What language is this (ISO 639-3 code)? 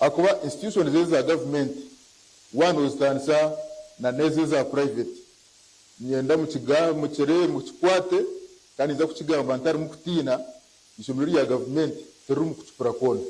nyn